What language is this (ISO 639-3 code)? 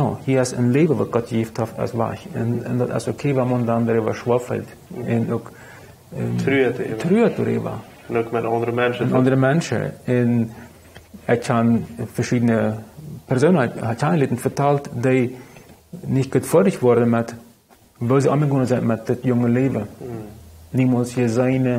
pdt